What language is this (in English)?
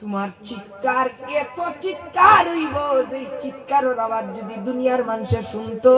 Sylheti